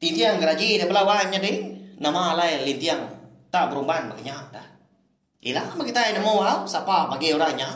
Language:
Iban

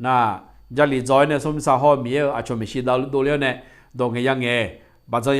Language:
Akha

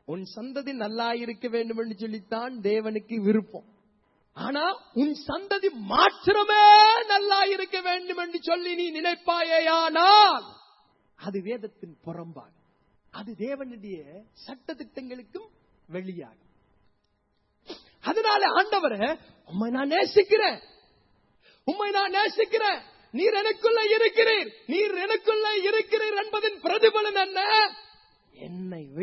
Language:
Tamil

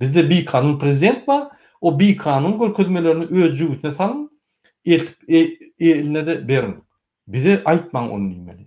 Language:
Turkmen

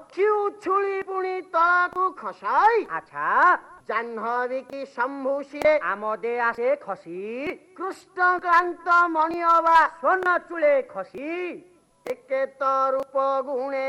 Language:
Odia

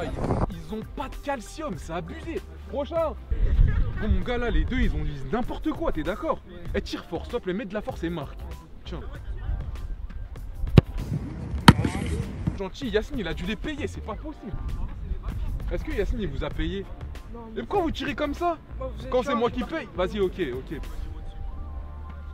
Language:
French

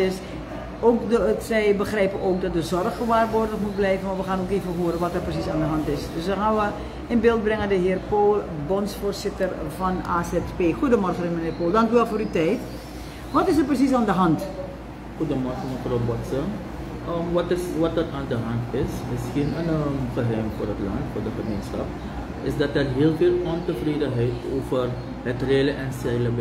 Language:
Dutch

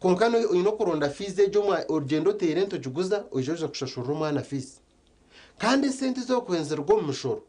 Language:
Nyankole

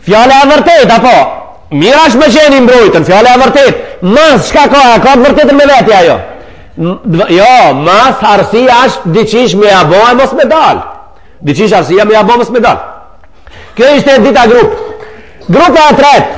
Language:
Albanian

